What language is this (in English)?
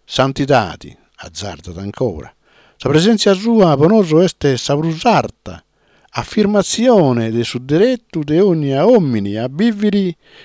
Sardinian